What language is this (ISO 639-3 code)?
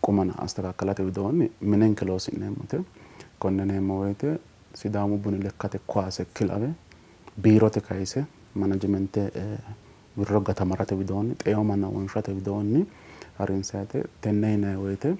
sid